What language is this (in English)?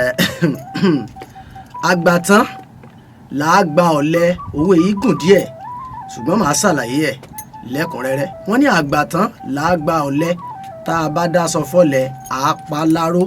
Yoruba